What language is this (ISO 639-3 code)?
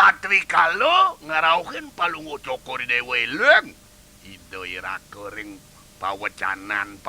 ban